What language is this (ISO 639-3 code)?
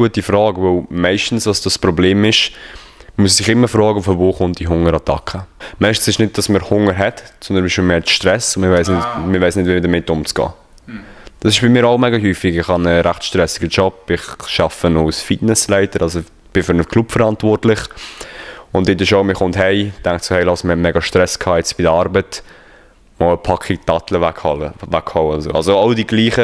gsw